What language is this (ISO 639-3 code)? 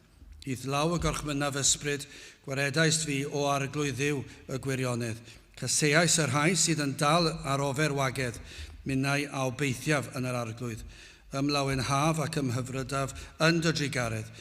cym